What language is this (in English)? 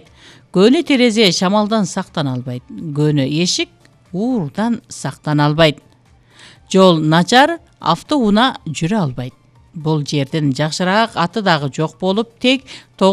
Kyrgyz